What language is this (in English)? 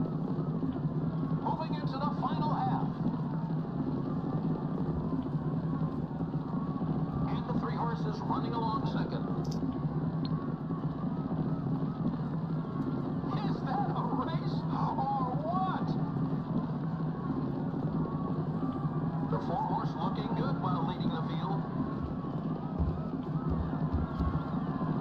English